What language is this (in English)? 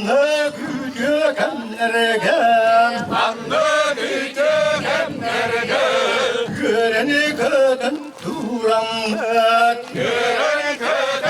Yakut